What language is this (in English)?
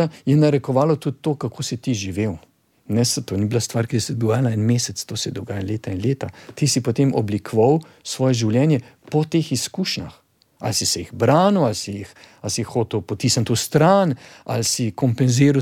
Slovenian